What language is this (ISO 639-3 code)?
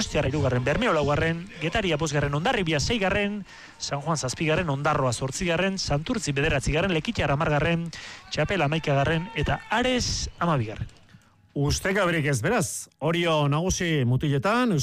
eus